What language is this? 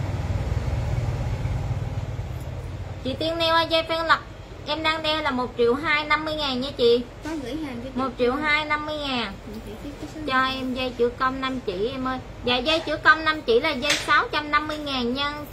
Vietnamese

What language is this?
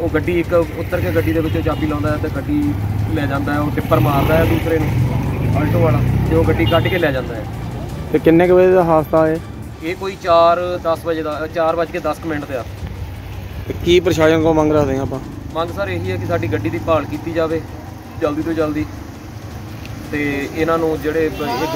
Punjabi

